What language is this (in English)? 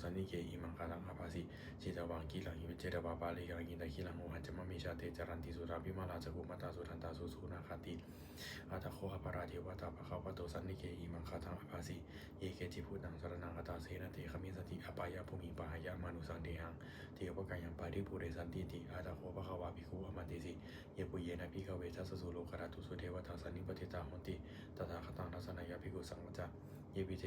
Pali